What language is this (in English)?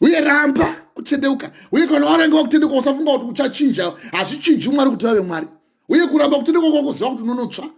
Shona